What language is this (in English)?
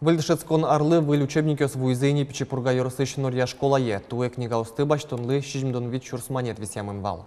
Udmurt